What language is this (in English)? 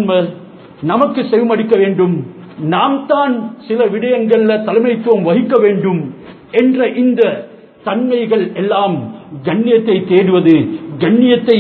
Tamil